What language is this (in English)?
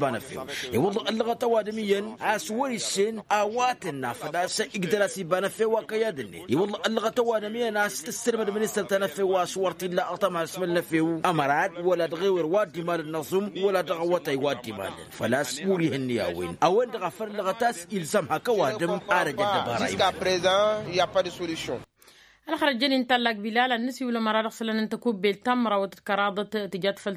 Tamasheq